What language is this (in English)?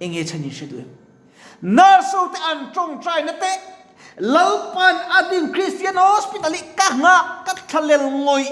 Mizo